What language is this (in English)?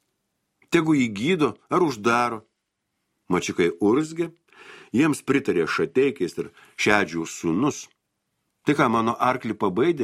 Lithuanian